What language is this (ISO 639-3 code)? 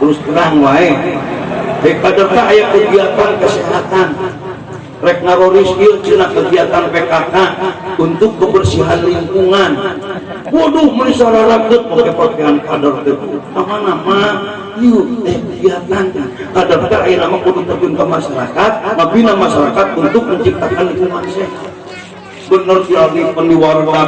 sun